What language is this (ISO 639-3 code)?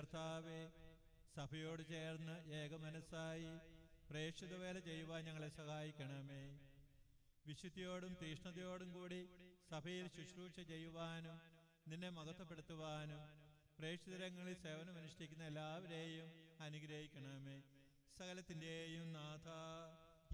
mal